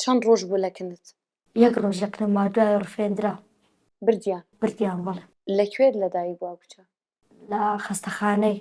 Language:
Central Kurdish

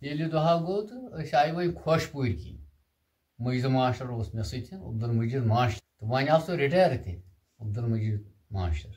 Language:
Kashmiri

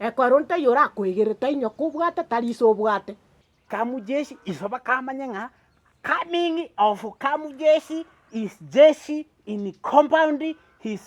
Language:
Gusii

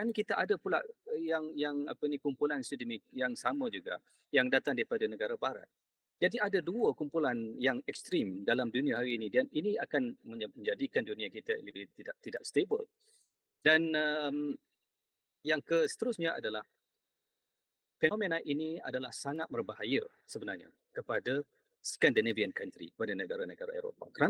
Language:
Malay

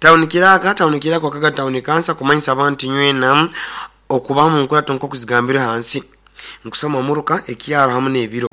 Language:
Nyoro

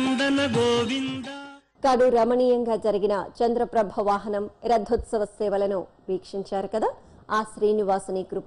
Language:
Telugu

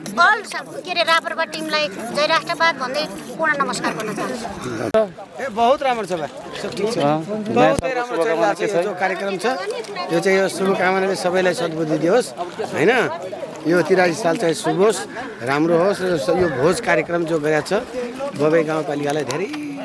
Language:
Nepali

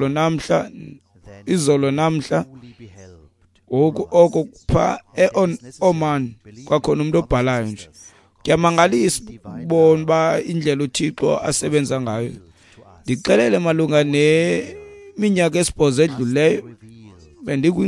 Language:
Xhosa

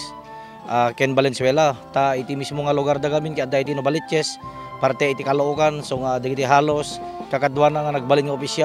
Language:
Iloko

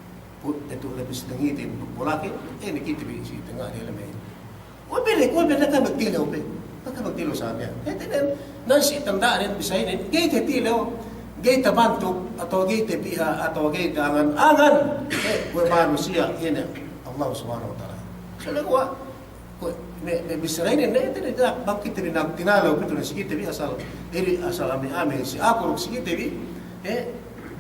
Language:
Yakan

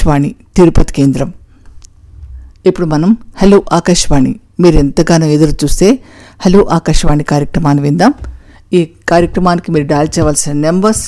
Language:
Telugu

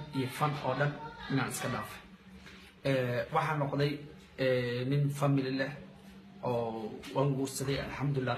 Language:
Somali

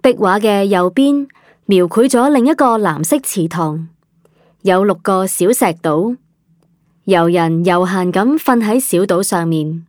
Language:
Cantonese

